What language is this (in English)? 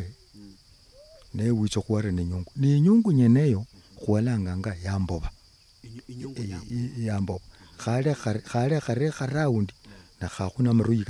Luyia